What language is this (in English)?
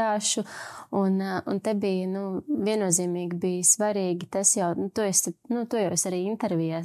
Latvian